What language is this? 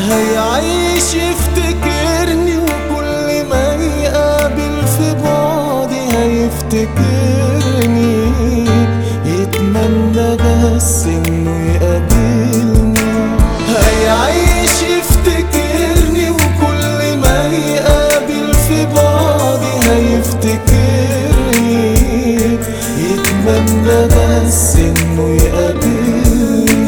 Egyptian Arabic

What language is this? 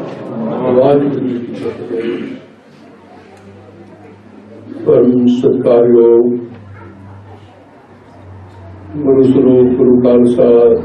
Punjabi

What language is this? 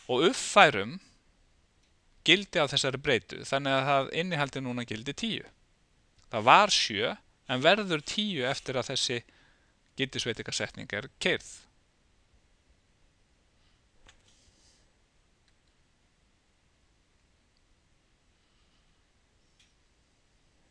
Icelandic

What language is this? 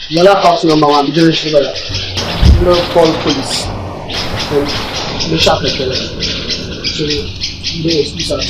Dagbani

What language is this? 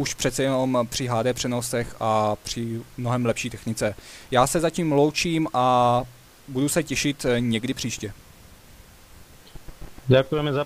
Czech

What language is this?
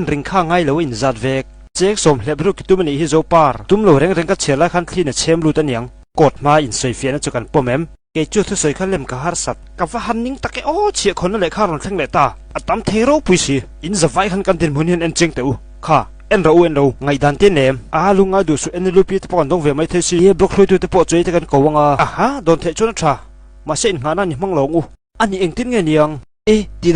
Mizo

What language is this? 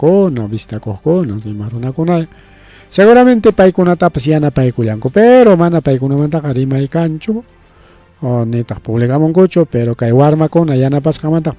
Ayacucho Quechua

